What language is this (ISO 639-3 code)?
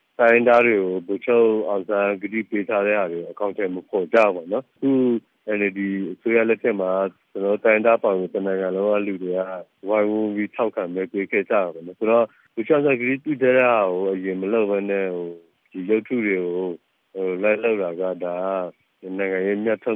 mya